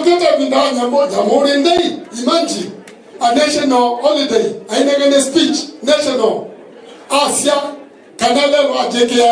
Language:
Kamba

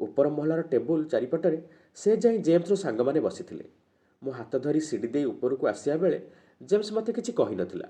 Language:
Odia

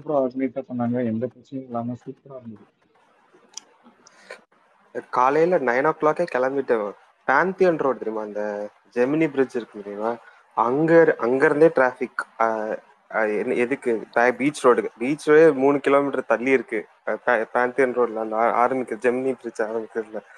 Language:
Tamil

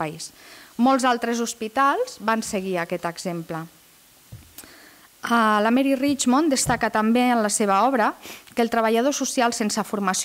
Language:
Catalan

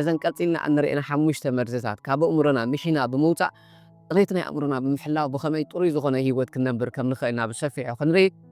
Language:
Tigrinya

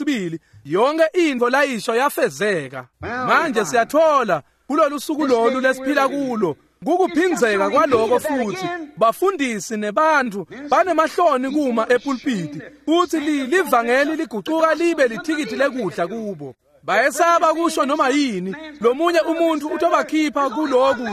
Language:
Swati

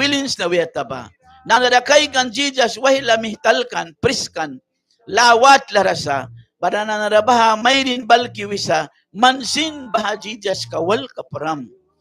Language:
Mískito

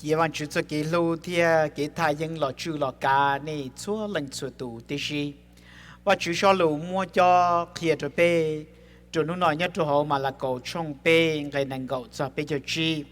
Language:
Hmong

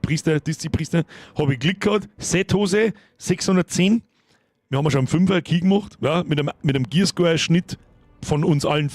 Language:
Bavarian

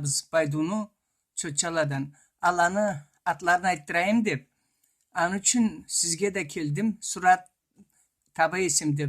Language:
Karachay-Balkar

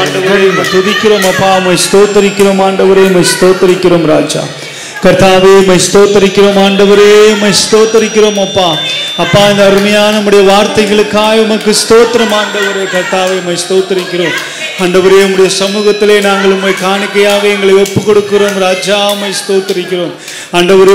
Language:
Tamil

